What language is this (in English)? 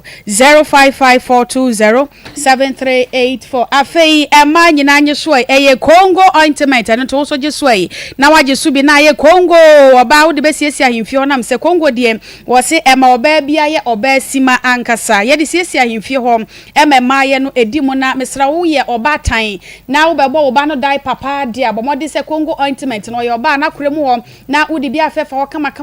Akan